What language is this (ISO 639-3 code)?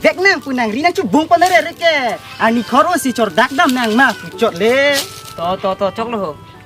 mjw